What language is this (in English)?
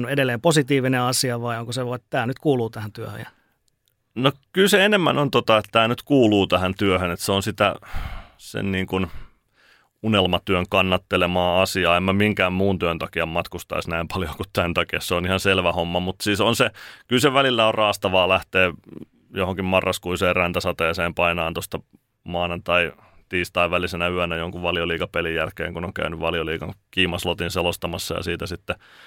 Finnish